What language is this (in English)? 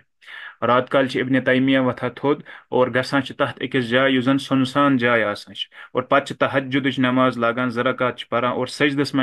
Kashmiri